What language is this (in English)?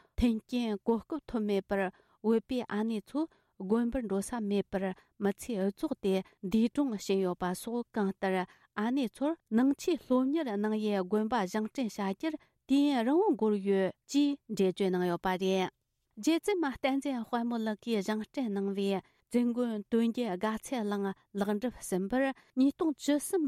Tibetan